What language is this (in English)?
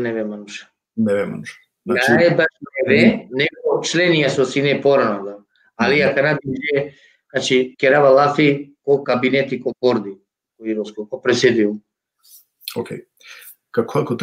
Balkan Romani